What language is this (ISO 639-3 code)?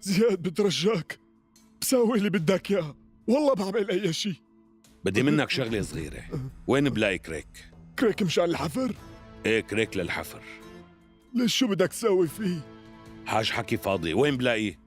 apc